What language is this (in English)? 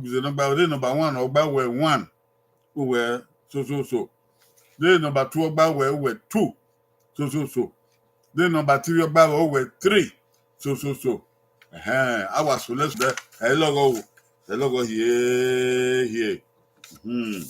Bini